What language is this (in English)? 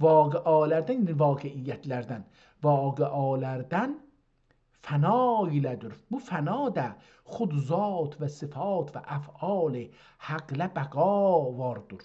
South Azerbaijani